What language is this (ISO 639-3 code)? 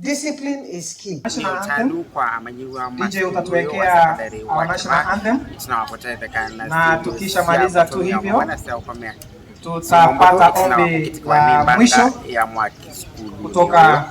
kam